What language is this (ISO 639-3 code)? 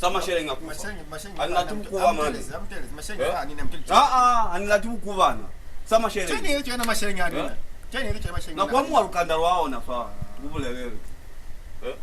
loz